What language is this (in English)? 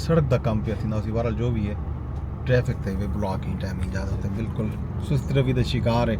Saraiki